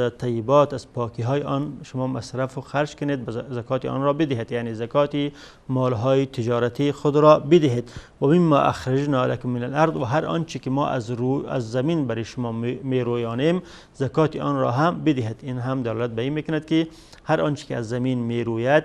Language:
Persian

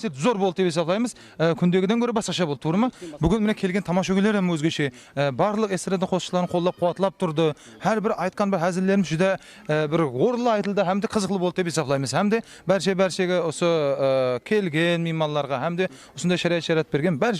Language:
Kara-Kalpak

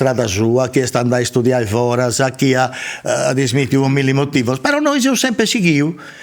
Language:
Sardinian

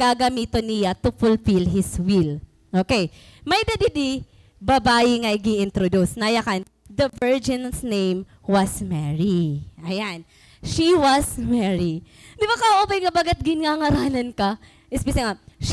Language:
Waray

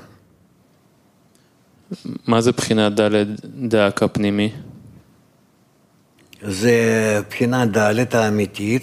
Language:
Hebrew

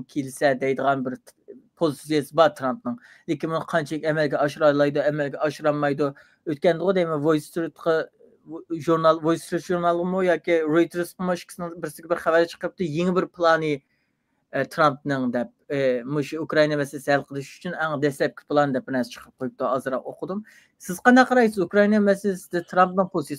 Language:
Uyghur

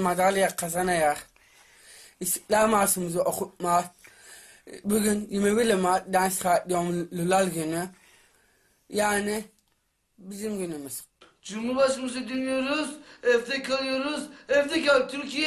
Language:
Turkish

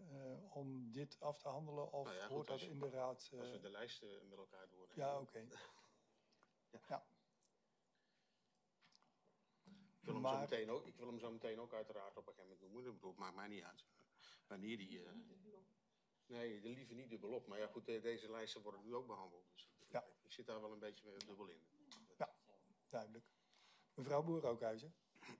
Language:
Dutch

